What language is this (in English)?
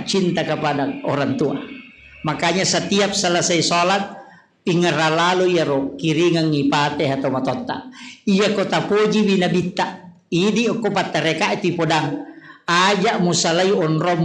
Buginese